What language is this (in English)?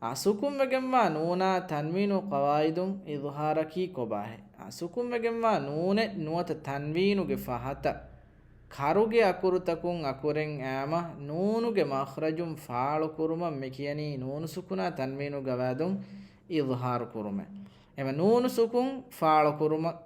Divehi